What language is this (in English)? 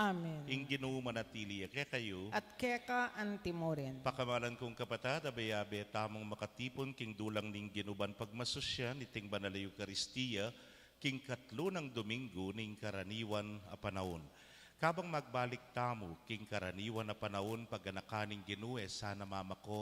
Pampanga